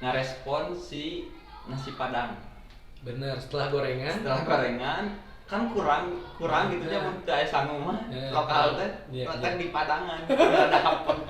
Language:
Sundanese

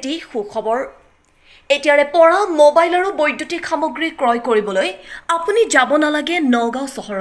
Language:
Assamese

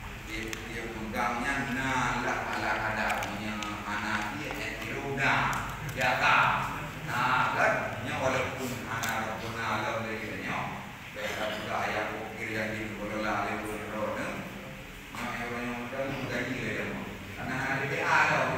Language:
Achinese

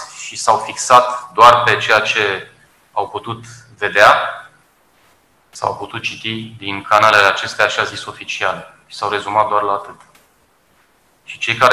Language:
Romanian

